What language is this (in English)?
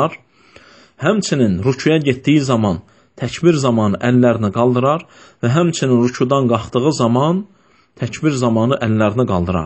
Azerbaijani